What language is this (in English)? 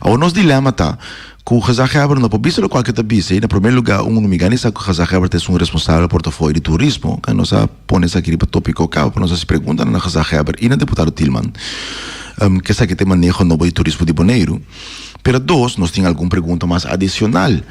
Papiamento